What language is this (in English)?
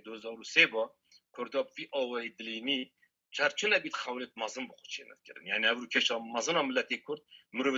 Kurdish